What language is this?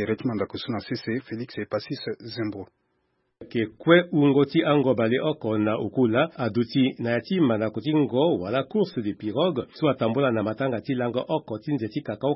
Sango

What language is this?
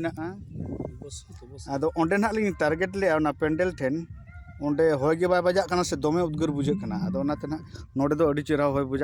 Santali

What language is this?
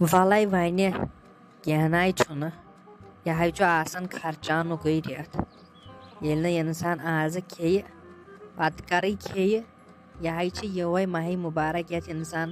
Kashmiri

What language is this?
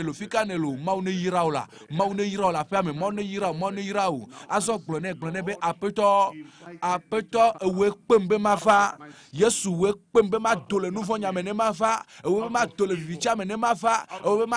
Ewe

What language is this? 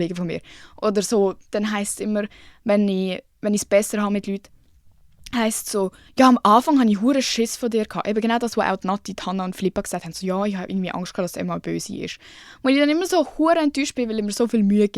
Swiss German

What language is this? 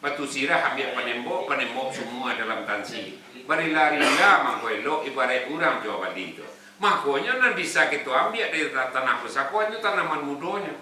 Minangkabau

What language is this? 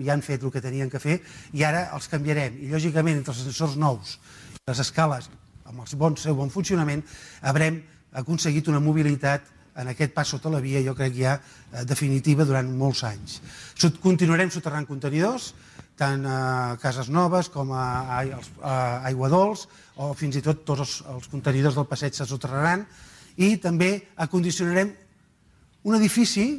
Catalan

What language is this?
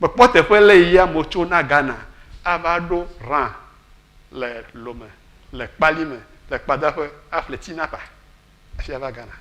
Ewe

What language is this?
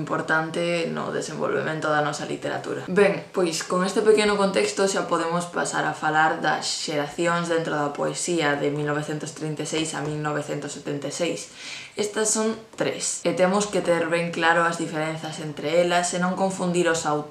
Galician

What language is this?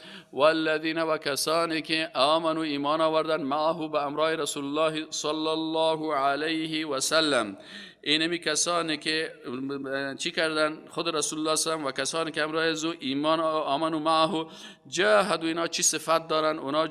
Persian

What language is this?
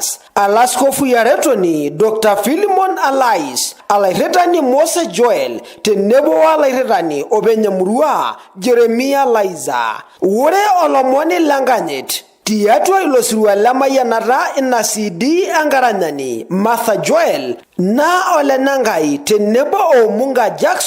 Masai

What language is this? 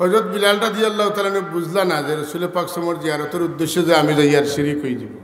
Sylheti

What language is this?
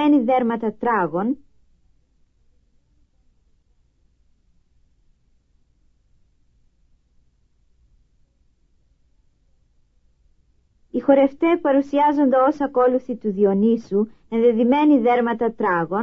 Greek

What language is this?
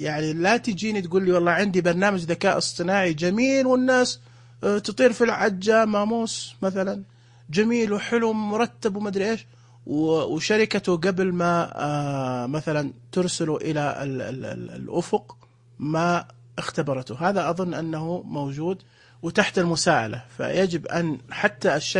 Najdi Arabic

